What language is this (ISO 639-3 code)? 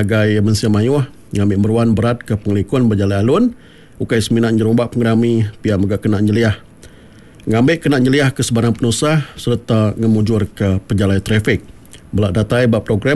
iba